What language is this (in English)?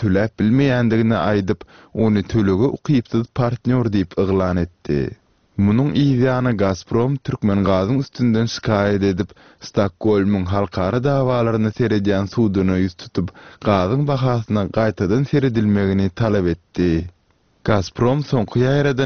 Turkmen